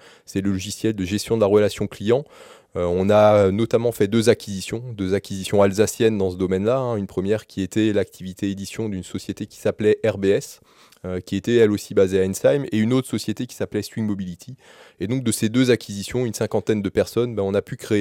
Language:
French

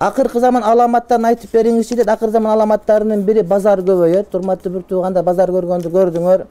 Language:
Kyrgyz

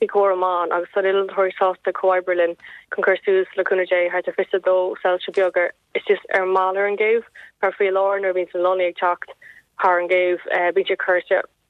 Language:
Irish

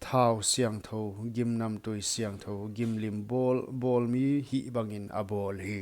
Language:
Paite Chin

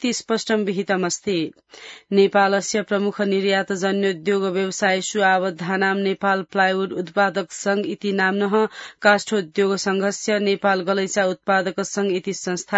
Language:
Sanskrit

